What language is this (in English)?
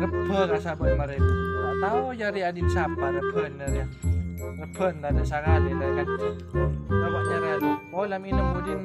Madurese